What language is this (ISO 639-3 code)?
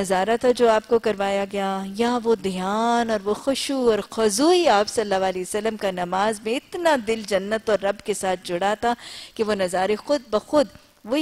urd